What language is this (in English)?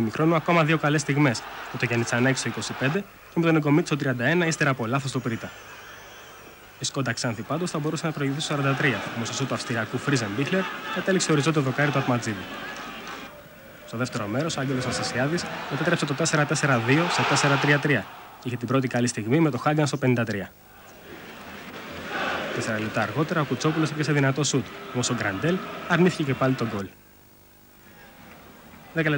Greek